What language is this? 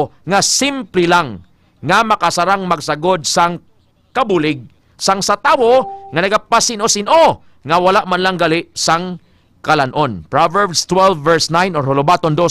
Hiligaynon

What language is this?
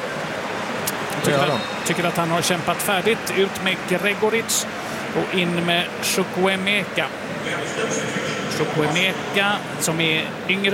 Swedish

